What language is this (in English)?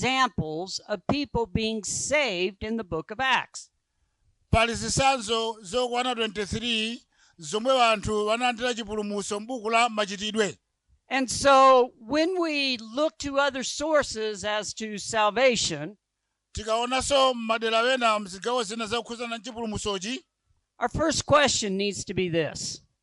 Nyanja